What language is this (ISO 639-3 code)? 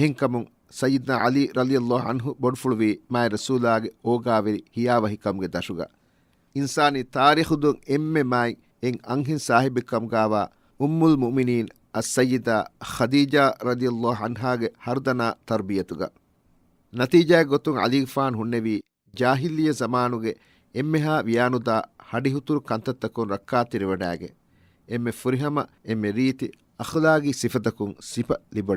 div